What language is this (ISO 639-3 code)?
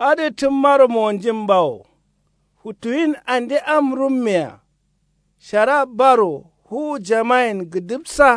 kau